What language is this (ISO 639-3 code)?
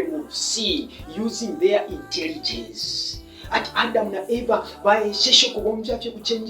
bem